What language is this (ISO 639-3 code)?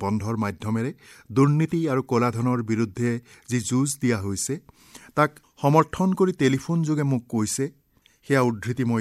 asm